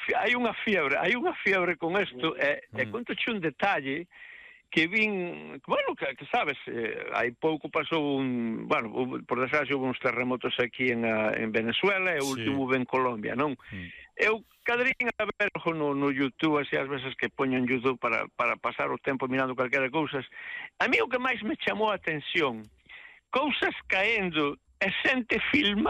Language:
Galician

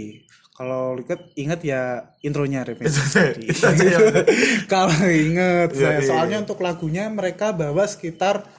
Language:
Indonesian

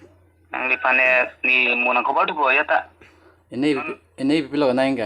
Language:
Karbi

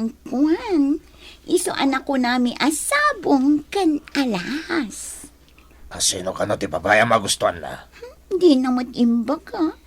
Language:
Iloko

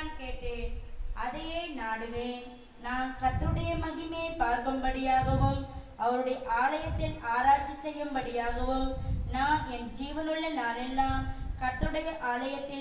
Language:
Tamil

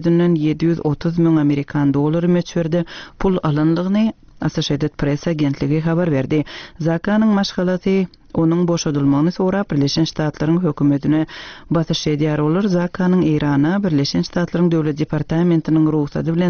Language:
Turkmen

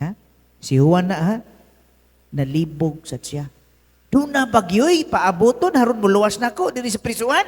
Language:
Cebuano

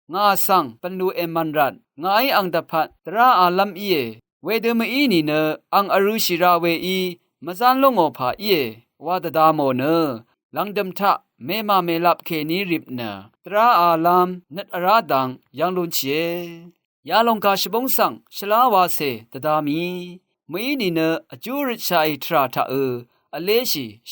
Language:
Rawang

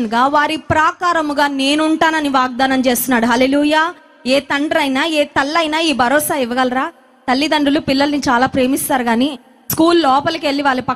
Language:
Telugu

